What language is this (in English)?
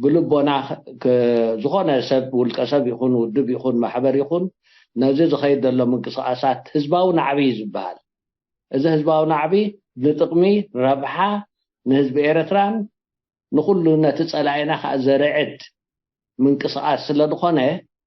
Tigrinya